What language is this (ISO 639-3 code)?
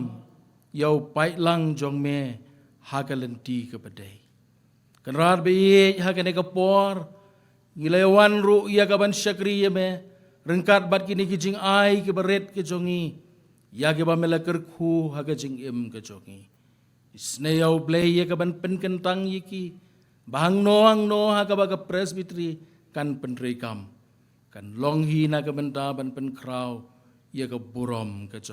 kha